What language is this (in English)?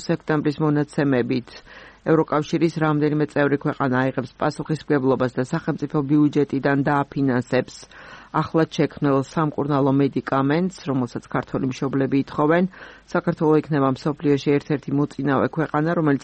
Georgian